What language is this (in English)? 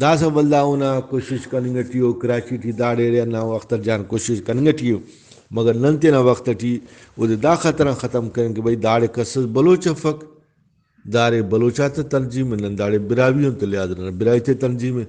Brahui